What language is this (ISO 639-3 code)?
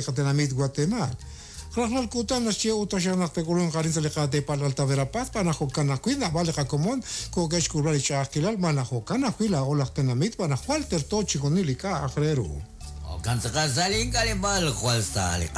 kek